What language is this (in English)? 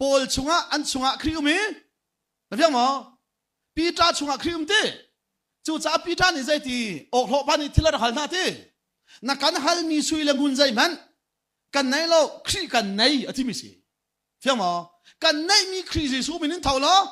Hakha Chin